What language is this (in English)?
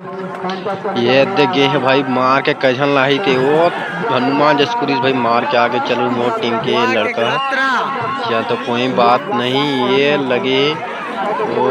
Chhattisgarhi